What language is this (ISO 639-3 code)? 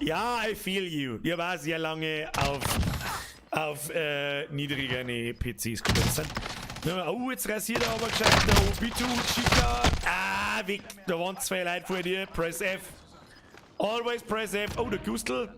bar